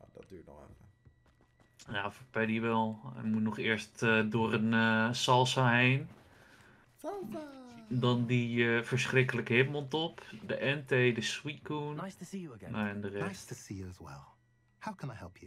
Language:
Dutch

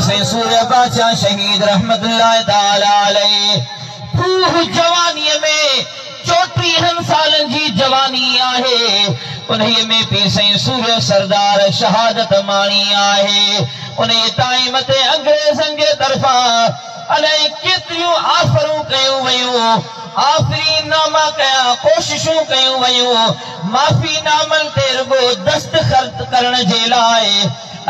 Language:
Sindhi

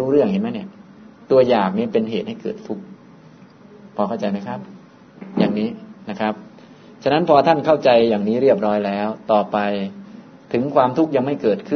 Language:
Thai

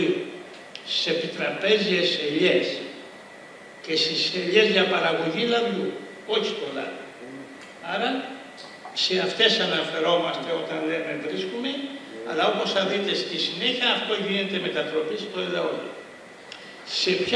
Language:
Greek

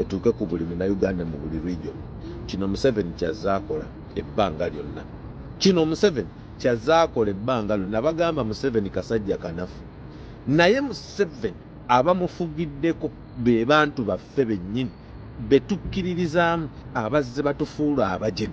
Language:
Ganda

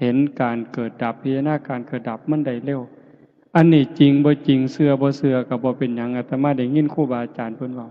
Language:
Lao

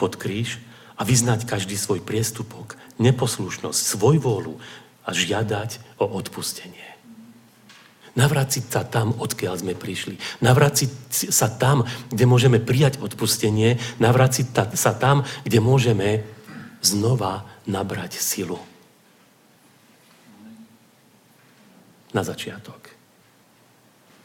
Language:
Slovak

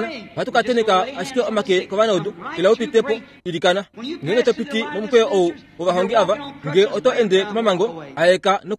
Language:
Kuanyama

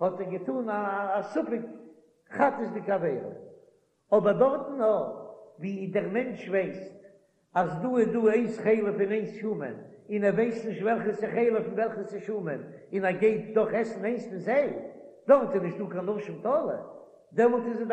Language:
Yiddish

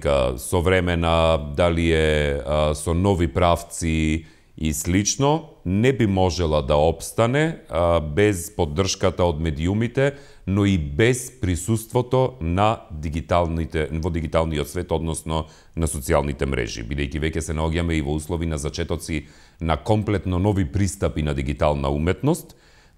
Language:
Macedonian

